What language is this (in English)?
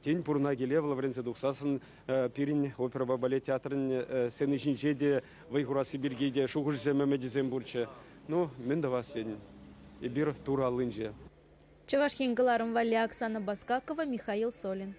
Chuvash